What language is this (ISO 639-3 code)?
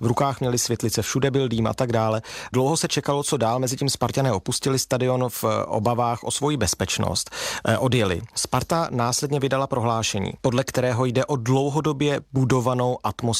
ces